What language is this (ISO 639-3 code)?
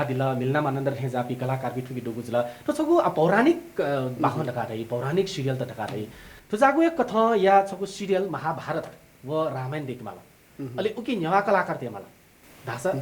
new